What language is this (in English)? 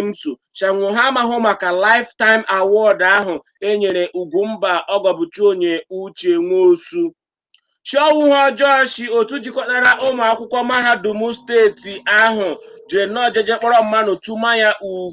Igbo